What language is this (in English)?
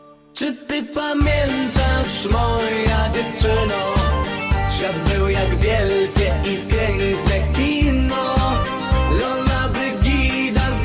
Polish